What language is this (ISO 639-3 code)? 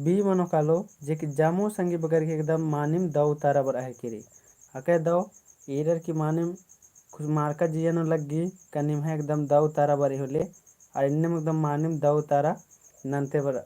kru